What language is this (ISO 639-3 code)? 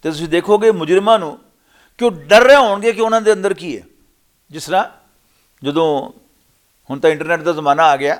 lah